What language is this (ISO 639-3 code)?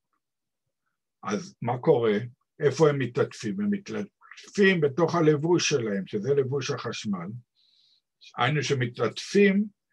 heb